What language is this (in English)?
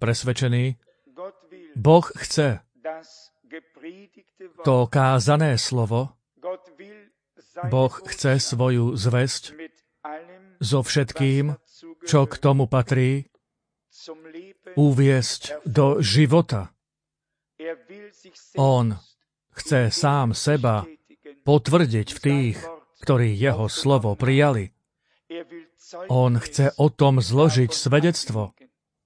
Slovak